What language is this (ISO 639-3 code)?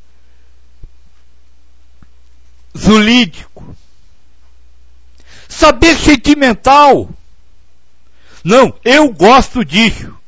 por